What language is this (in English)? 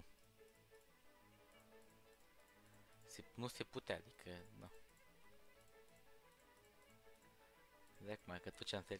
Romanian